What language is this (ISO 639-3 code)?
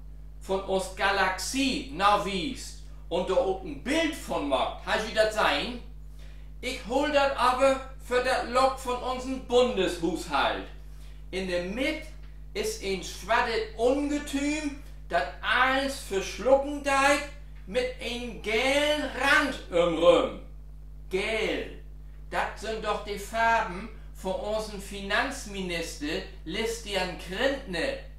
nds